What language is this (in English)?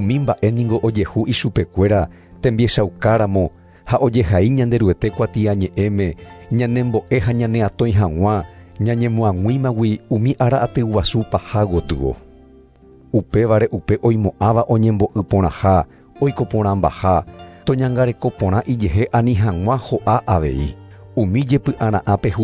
Guarani